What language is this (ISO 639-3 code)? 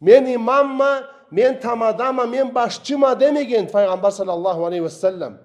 krc